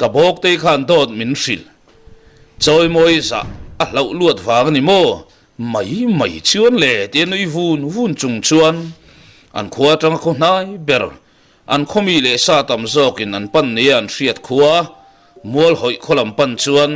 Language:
Mizo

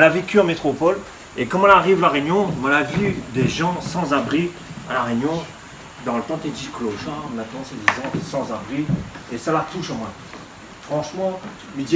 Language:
Réunion Creole French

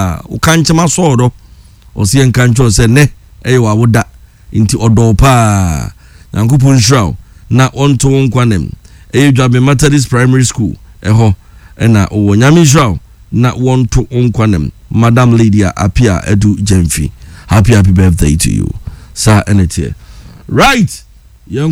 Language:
Akan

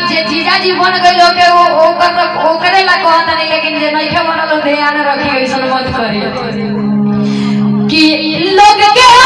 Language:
Bhojpuri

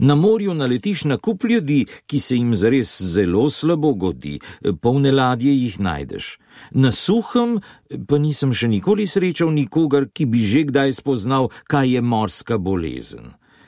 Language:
Slovenian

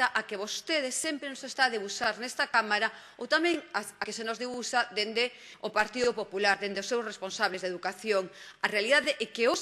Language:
Galician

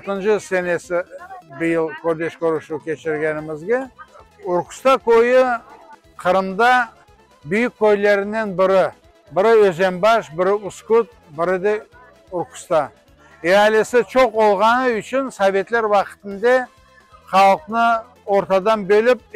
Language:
Crimean Tatar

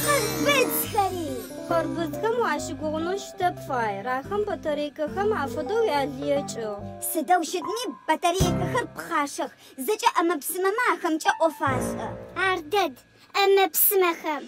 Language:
Adyghe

